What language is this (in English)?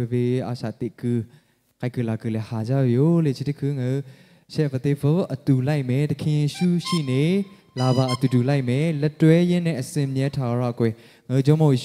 Lahu